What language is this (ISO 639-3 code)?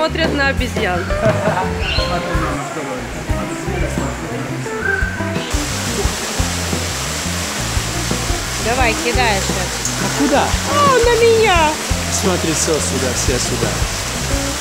rus